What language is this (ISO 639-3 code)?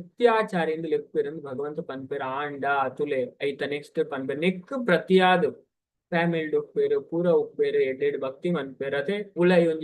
tcy